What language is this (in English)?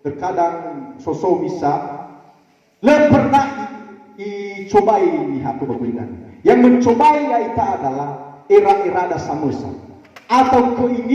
Nias